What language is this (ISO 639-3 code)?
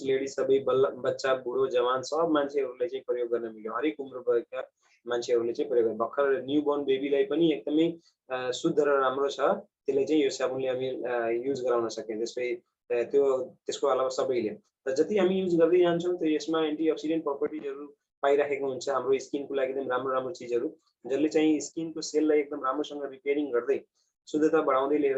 nep